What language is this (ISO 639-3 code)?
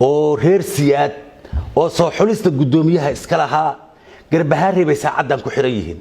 som